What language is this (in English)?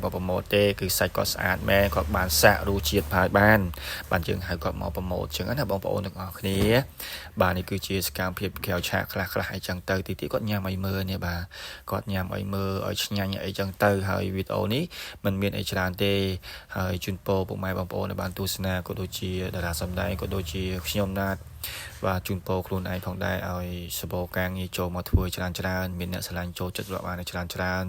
Khmer